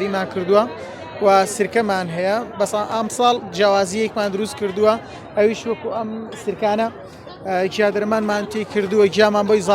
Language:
Central Kurdish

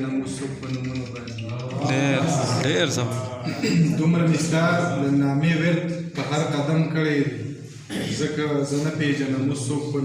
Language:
Pashto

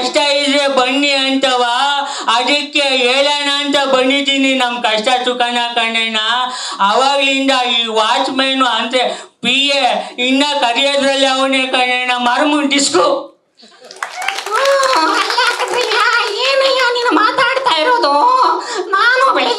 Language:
Kannada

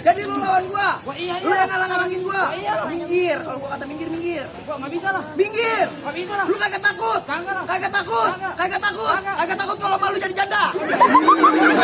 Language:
Betawi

